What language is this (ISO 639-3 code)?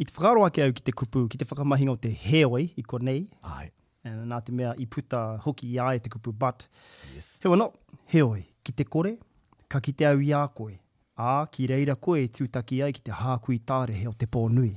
mri